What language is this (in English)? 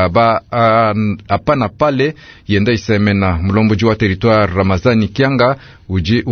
Luba-Lulua